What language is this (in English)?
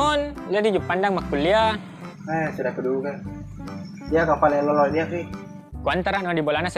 Buginese